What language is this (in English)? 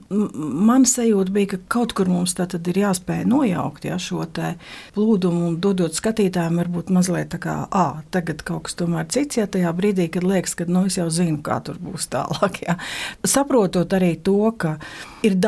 Latvian